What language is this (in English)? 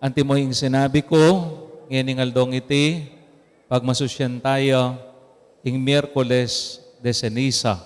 Pampanga